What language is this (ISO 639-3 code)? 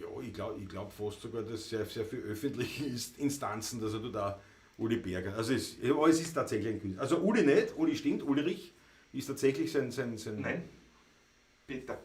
bar